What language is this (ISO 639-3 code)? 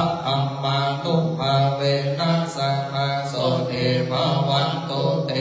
pli